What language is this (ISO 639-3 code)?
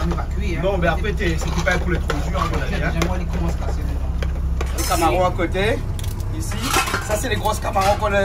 rcf